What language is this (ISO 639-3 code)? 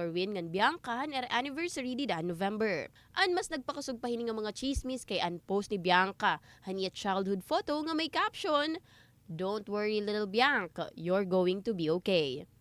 war